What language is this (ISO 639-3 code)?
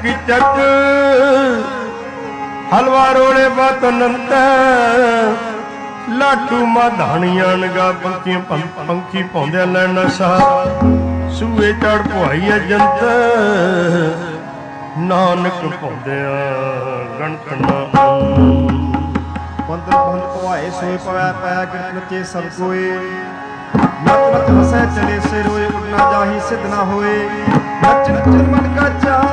pan